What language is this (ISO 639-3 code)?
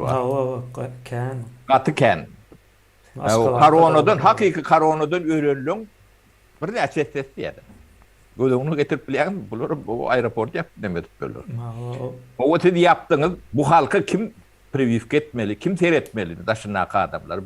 tuk